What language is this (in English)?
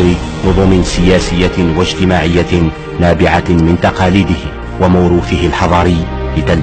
Arabic